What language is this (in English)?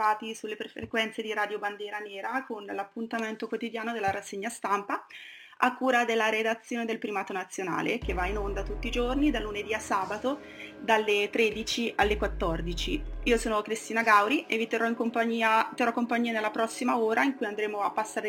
Italian